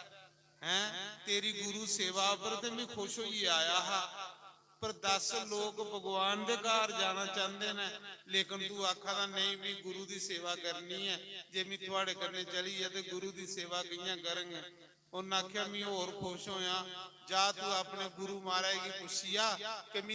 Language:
Dogri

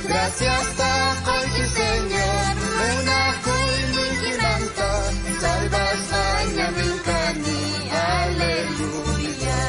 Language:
South Bolivian Quechua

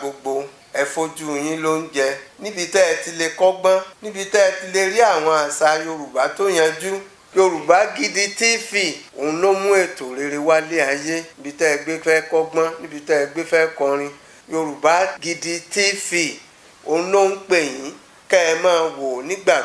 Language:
Yoruba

